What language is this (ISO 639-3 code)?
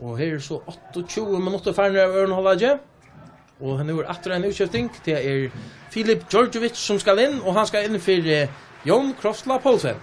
fao